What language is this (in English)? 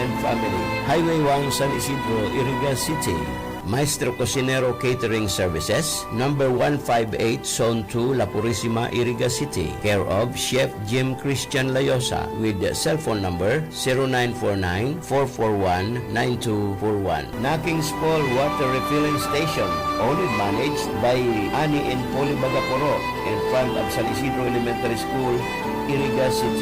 Bikol